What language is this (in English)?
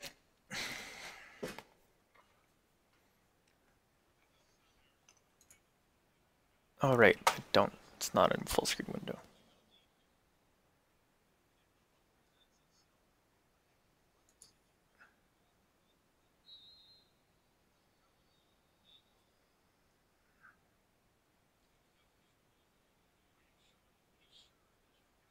English